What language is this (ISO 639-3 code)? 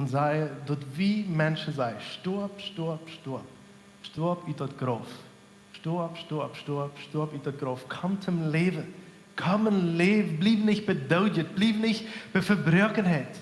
pdt